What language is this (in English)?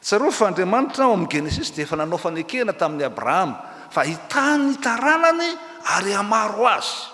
Malagasy